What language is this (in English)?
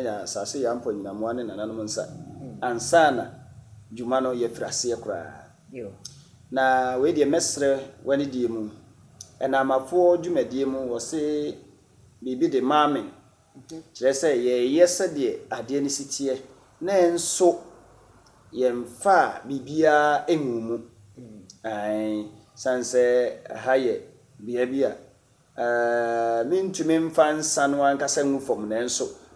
Akan